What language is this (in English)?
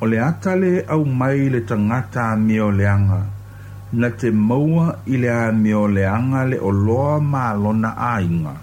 Samoan